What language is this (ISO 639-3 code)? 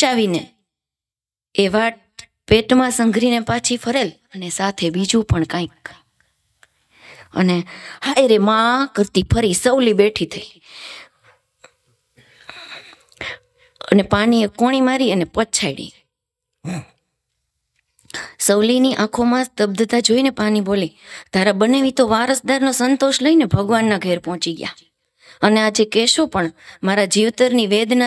guj